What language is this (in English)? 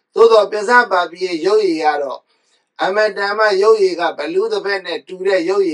Burmese